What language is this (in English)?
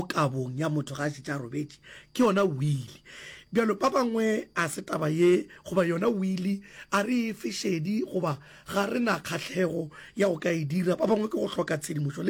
Northern Sotho